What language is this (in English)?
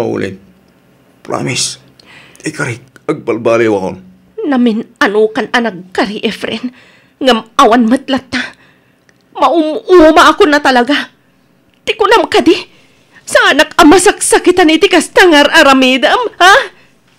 Iloko